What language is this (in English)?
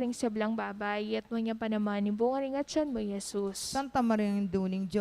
Pampanga